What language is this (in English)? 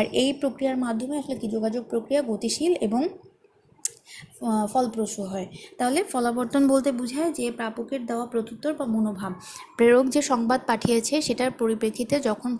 Bangla